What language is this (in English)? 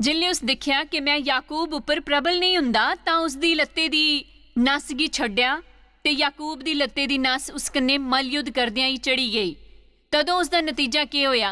Dogri